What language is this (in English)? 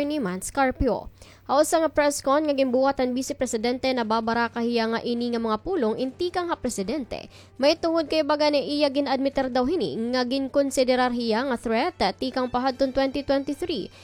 Waray